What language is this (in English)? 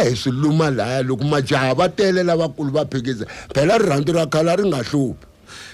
Tsonga